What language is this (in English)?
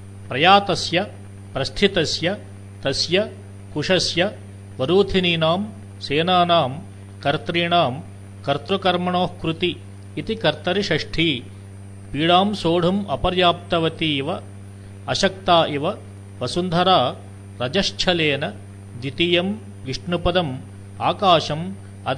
Sanskrit